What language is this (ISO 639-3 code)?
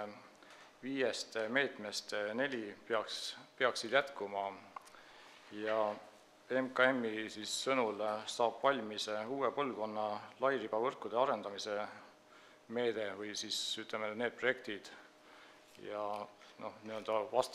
est